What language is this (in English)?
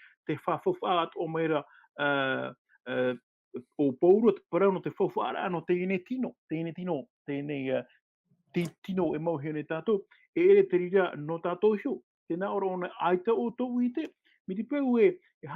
Tahitian